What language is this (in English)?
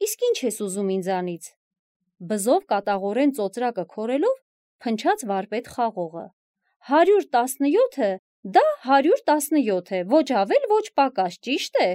Armenian